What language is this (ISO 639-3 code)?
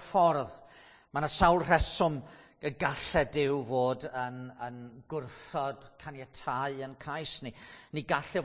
cym